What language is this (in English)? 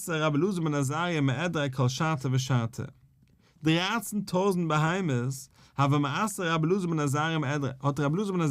Yiddish